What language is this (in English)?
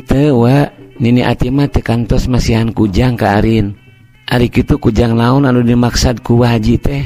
Sundanese